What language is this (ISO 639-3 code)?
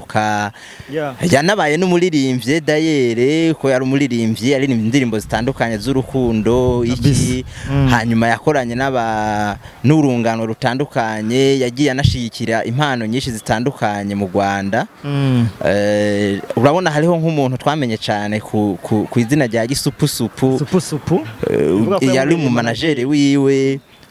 run